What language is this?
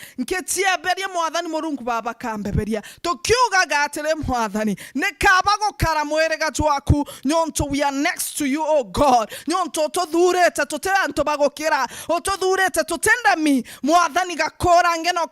Meru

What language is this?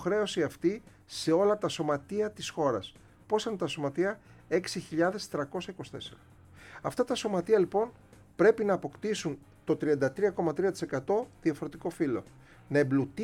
Greek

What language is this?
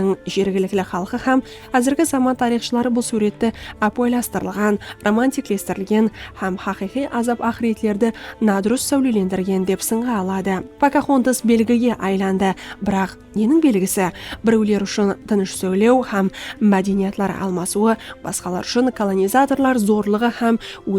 Kara-Kalpak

